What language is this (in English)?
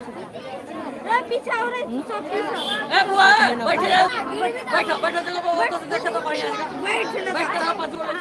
Maithili